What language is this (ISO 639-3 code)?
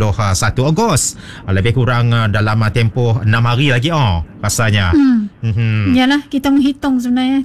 msa